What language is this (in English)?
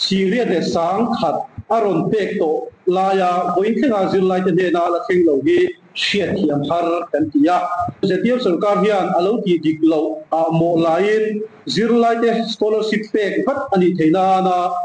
Mizo